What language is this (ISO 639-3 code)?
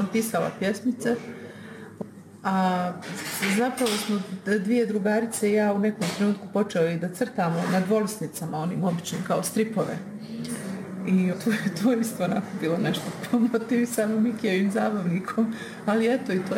bos